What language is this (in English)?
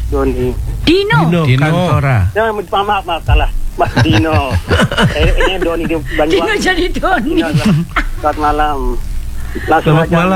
Indonesian